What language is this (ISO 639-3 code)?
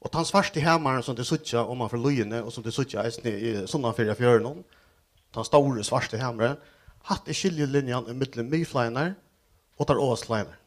fao